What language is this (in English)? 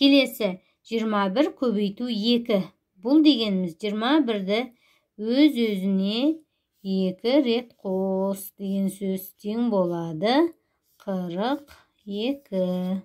Kazakh